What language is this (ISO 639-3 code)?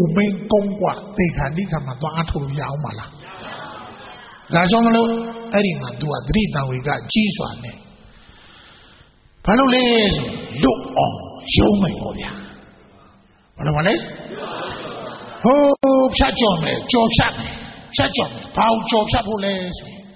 mya